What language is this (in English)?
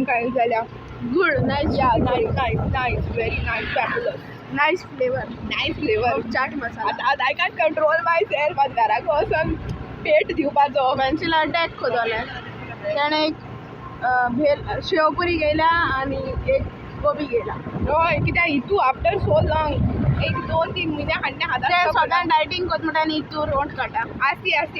Konkani